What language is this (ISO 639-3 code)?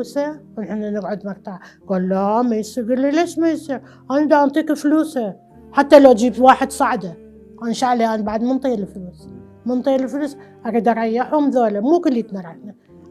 acm